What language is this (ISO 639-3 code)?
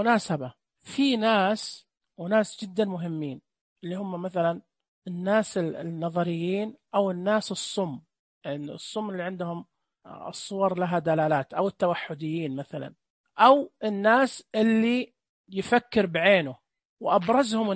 ars